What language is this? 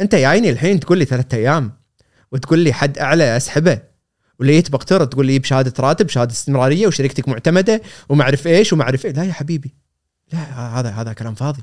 Gulf Arabic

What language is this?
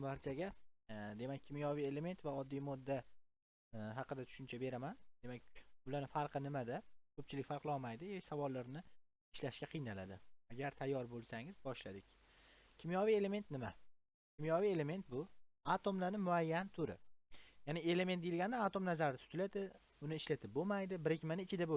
Uzbek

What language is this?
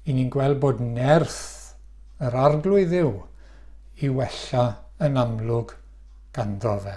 Welsh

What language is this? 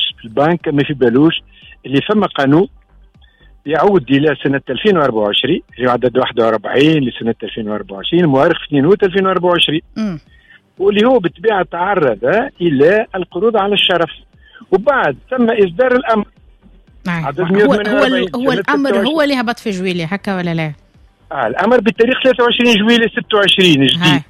Tunisian Arabic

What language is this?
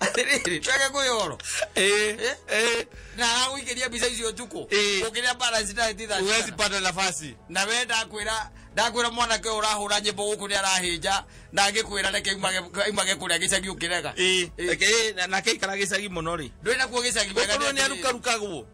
Kikuyu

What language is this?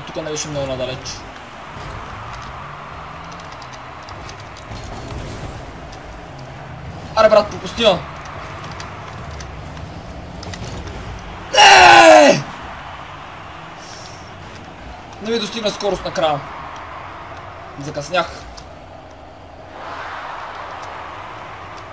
Bulgarian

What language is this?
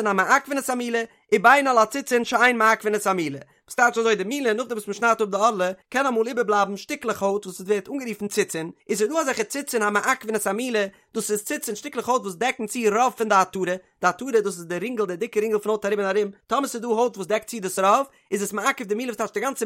Yiddish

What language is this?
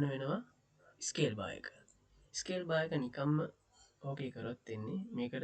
Sinhala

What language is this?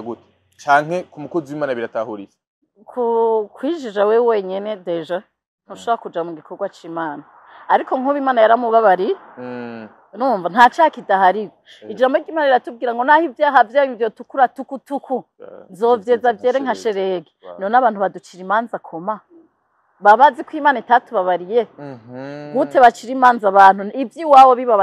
Rundi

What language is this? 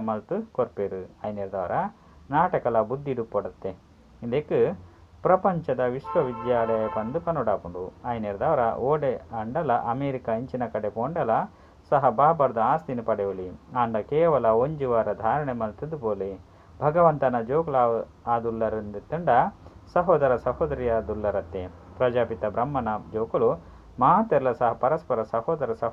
Tulu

